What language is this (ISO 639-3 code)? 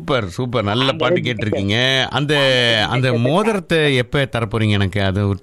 tam